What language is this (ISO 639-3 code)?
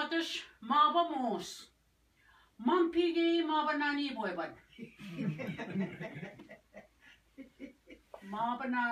oji